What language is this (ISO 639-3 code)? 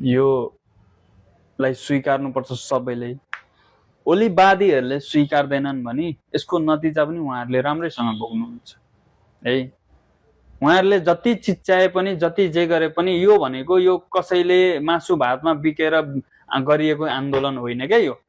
nep